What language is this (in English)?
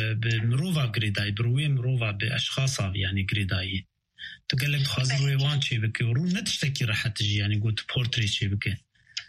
Kurdish